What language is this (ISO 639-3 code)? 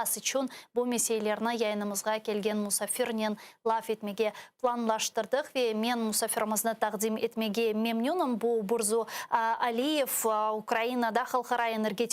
crh